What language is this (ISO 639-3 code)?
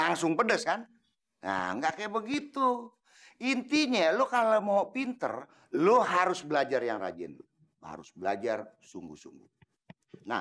bew